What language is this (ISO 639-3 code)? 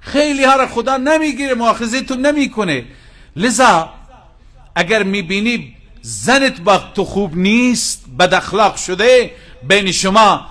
fas